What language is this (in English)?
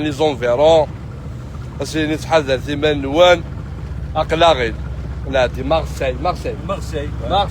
Kabyle